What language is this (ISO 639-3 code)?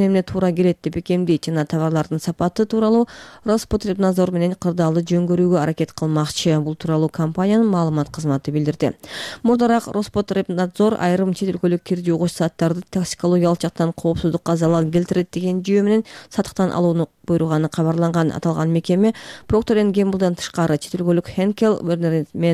kir